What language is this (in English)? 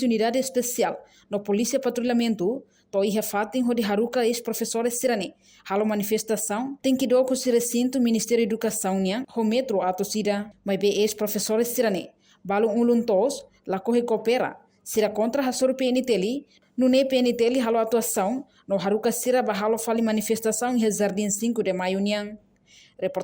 Tetum